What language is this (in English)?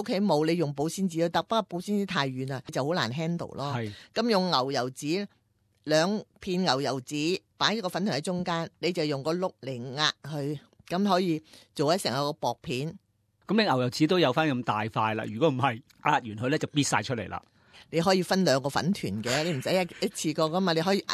Cantonese